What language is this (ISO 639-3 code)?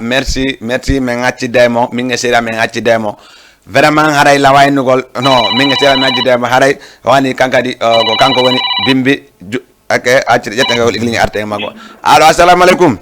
ful